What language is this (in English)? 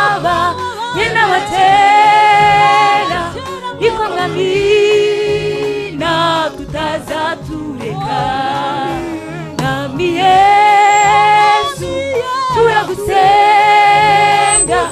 Kinyarwanda